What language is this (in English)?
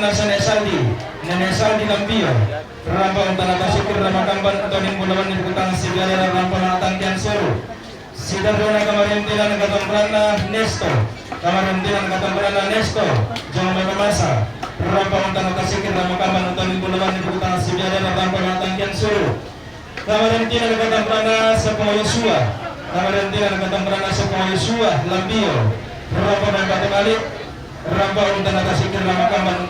Toraja-Sa'dan